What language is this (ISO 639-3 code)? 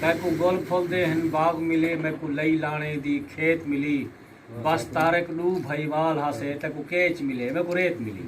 skr